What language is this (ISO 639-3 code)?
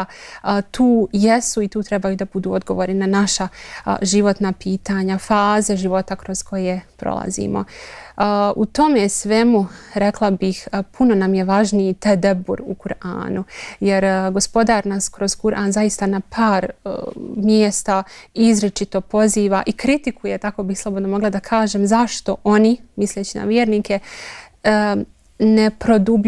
bos